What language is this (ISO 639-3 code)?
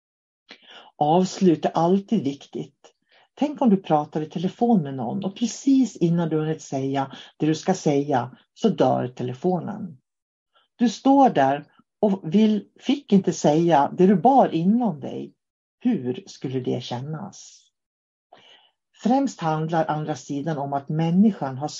swe